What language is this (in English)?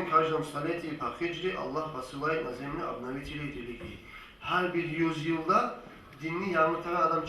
Kumyk